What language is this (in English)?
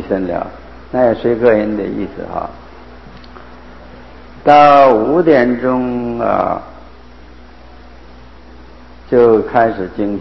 Chinese